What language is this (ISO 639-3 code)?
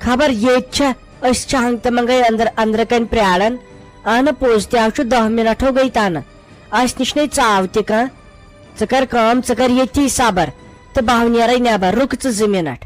kas